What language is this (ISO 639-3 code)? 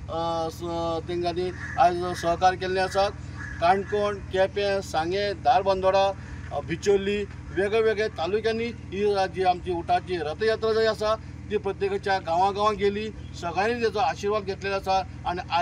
kok